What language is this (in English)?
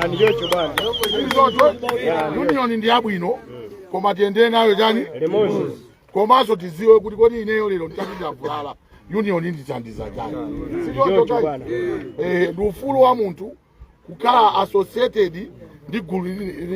Nyanja